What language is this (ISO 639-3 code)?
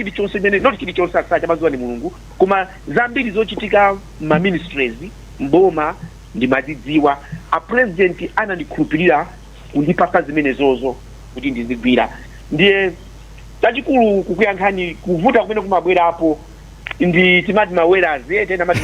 nya